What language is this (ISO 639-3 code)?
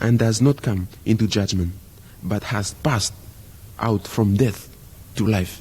bis